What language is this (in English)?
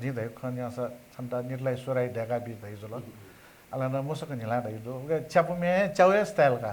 Newari